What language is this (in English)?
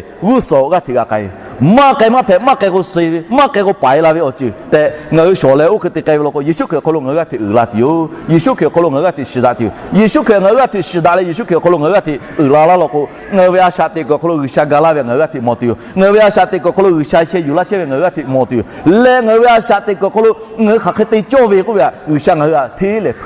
Lahu